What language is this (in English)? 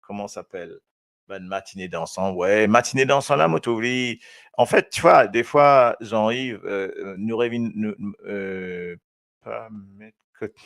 Morisyen